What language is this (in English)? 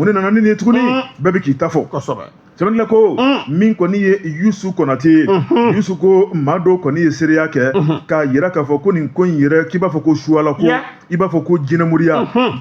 Bambara